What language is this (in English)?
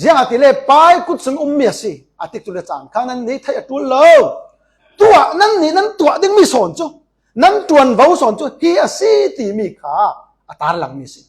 Falam Chin